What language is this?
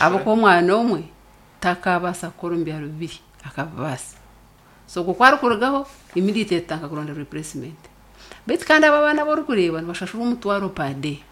Nyankole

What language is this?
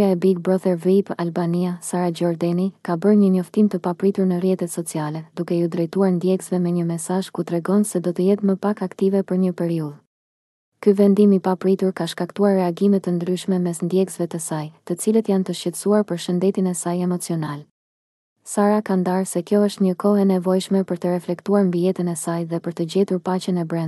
Albanian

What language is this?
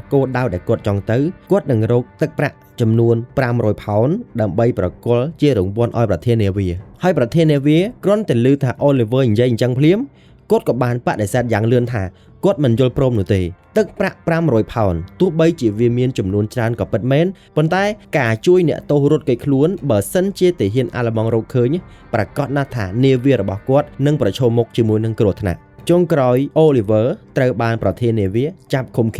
Khmer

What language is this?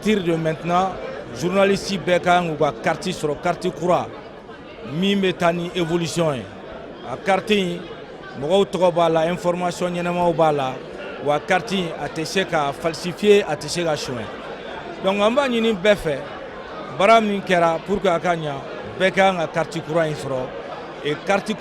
Bambara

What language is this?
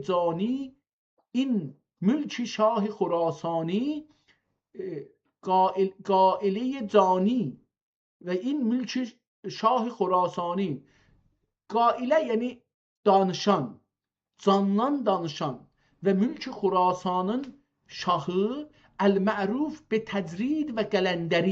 South Azerbaijani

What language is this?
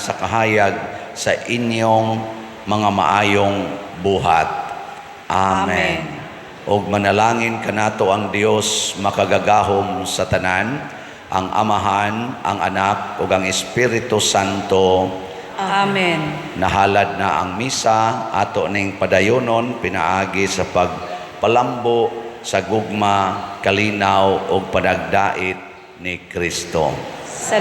Cebuano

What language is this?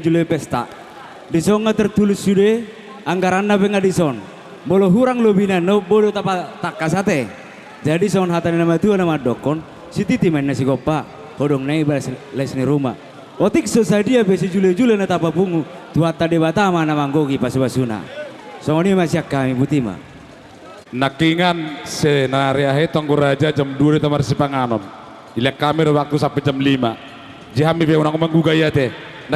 Batak Toba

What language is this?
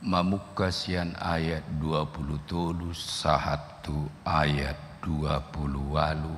Batak Toba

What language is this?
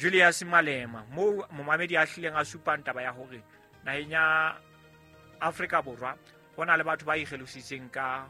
Southern Sotho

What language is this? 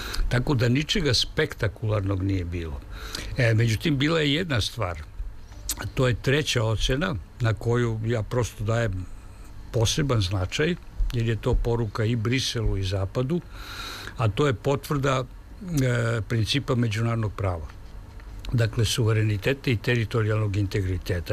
Serbian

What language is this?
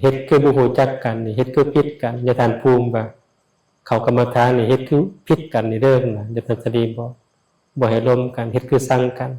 Lao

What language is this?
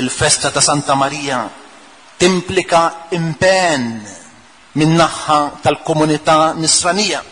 Maltese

